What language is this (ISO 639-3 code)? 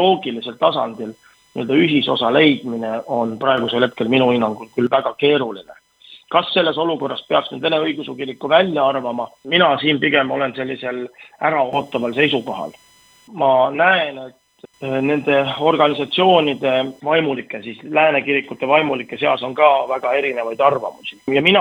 est